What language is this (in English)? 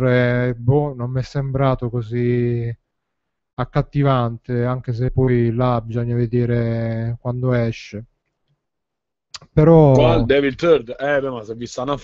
Italian